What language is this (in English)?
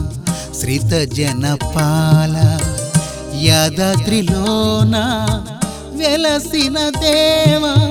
Telugu